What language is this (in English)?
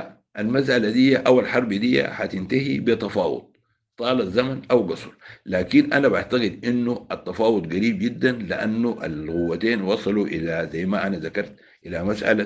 Sudanese Arabic